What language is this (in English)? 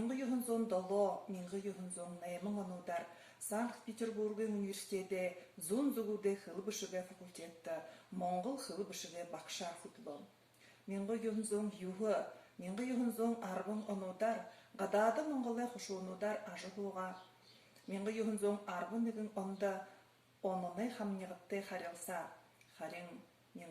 Buriat